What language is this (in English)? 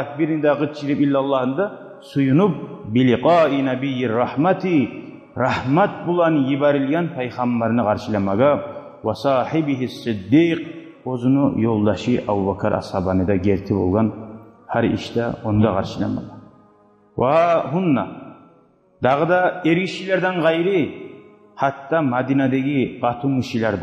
Kumyk